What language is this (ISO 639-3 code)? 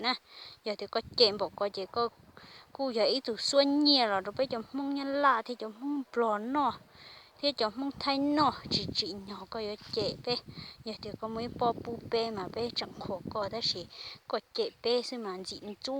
hmn